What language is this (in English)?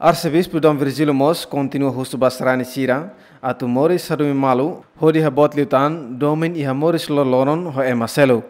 Tetum